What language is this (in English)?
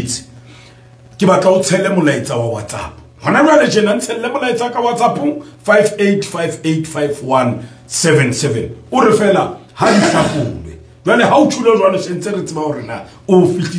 Southern Sotho